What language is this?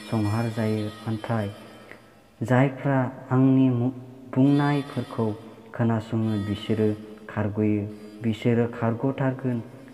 Bodo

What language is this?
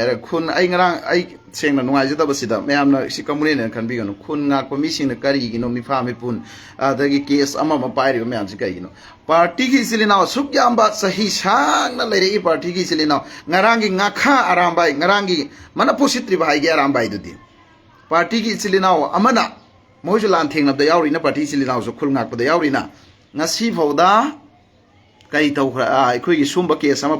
Manipuri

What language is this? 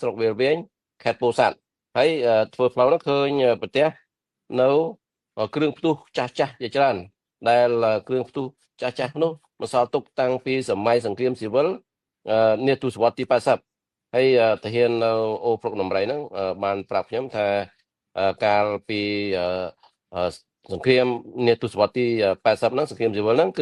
Khmer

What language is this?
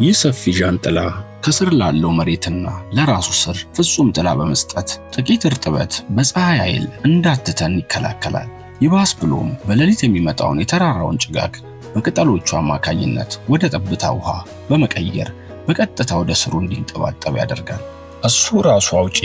Amharic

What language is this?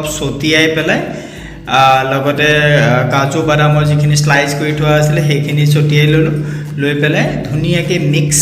Assamese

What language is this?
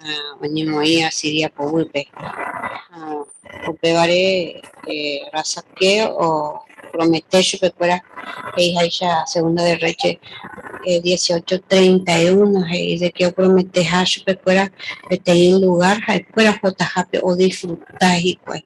Guarani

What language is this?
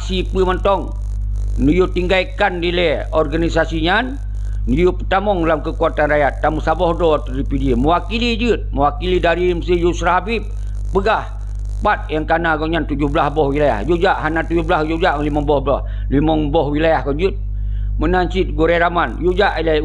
Achinese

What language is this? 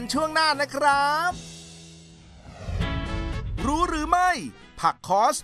Thai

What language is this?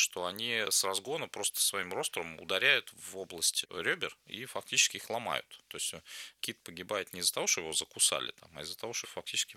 Russian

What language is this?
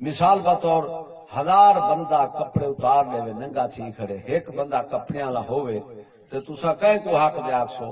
Saraiki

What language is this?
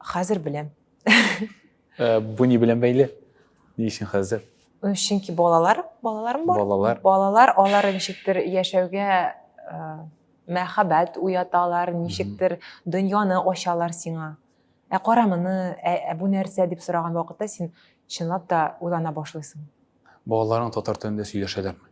Tatar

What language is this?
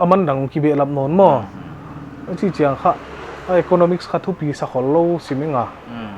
Paite Chin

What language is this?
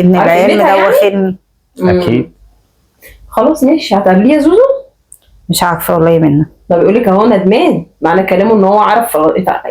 Egyptian Arabic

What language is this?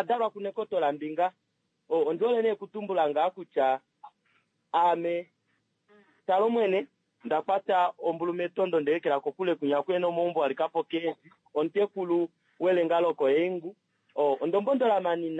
Kuanyama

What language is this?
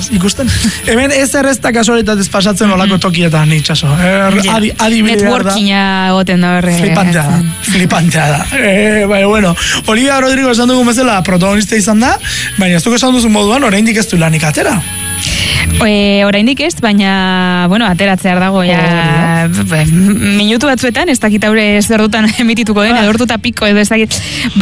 Basque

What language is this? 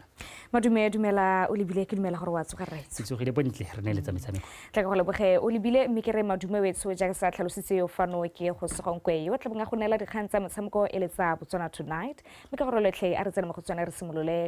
Tswana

